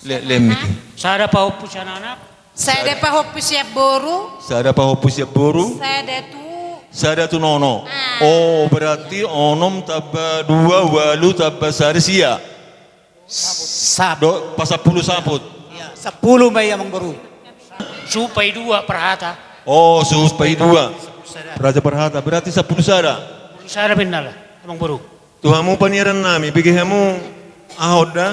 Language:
Batak Toba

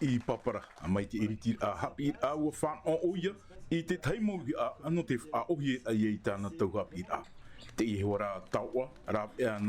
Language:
Tahitian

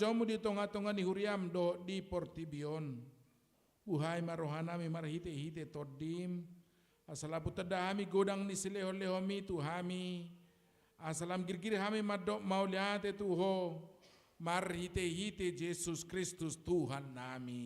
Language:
Batak Toba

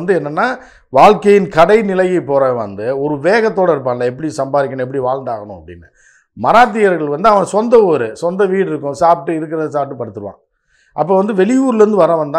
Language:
Tamil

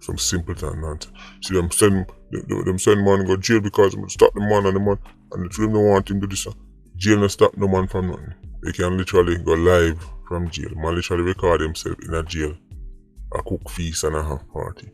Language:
Jamaican Creole English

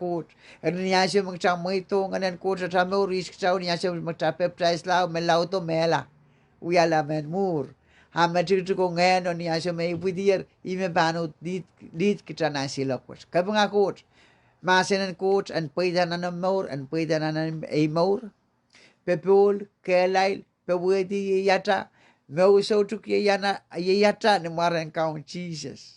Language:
Pohnpeian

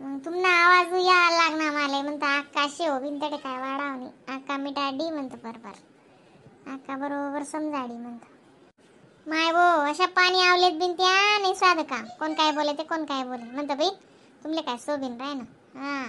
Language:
Khandesi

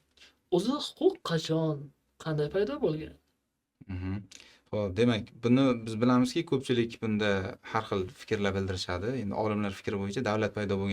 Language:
Uzbek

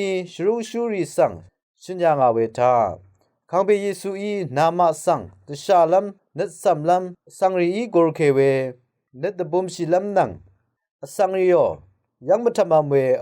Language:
Rawang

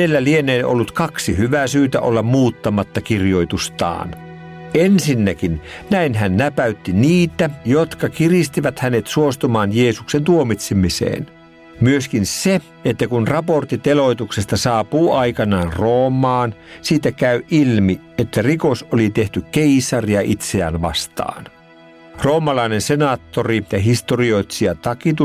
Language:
Finnish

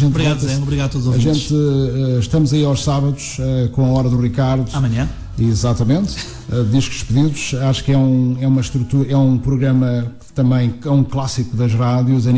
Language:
Portuguese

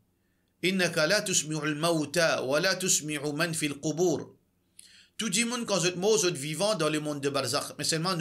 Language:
Morisyen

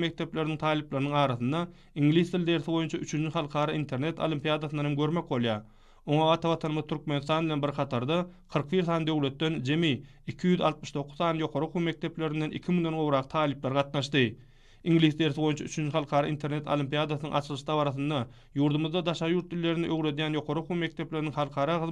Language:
Turkmen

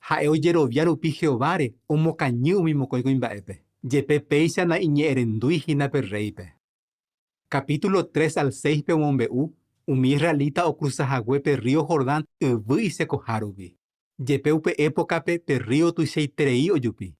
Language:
Guarani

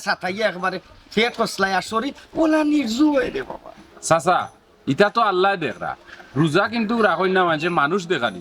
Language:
Sylheti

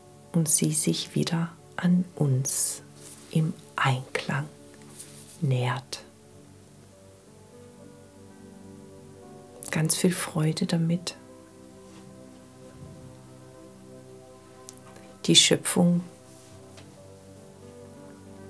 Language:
German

